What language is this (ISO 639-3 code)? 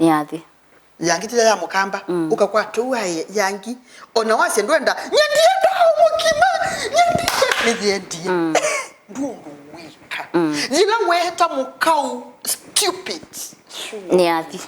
kam